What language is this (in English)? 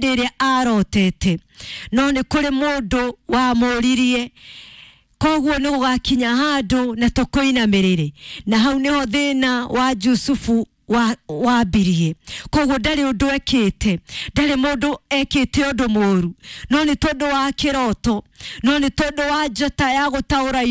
Kikuyu